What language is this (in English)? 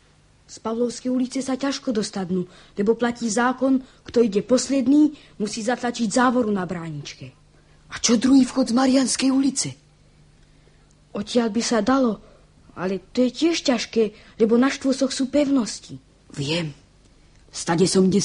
Slovak